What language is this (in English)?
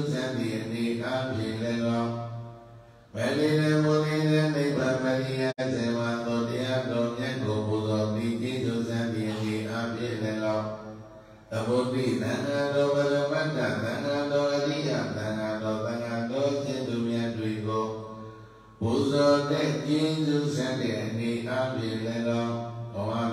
Burmese